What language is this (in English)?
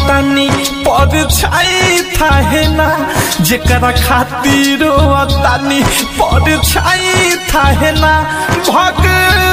Bhojpuri